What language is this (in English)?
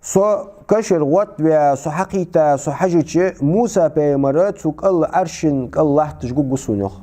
Ingush